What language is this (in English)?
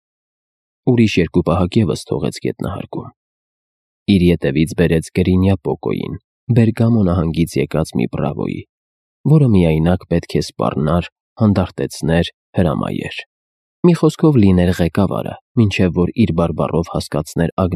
Armenian